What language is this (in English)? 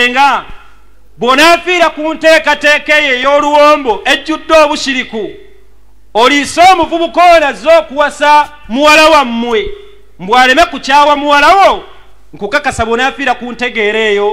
Ganda